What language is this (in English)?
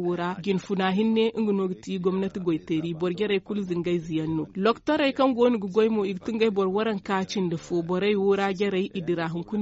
Zarma